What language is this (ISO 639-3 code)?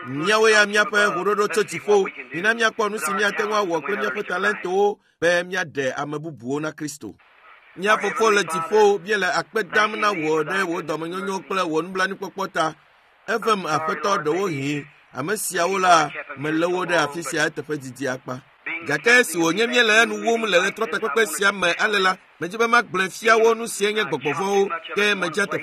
ewe